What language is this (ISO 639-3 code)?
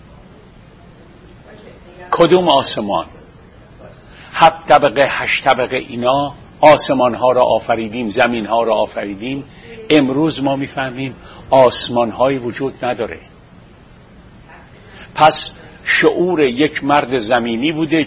fas